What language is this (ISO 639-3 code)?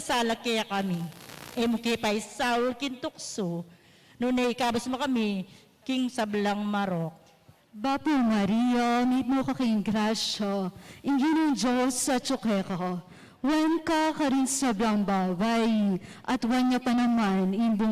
pam